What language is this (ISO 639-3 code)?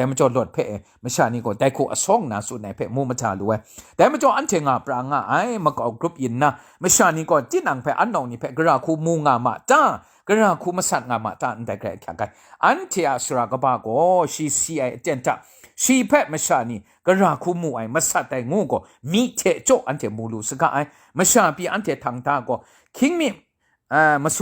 kac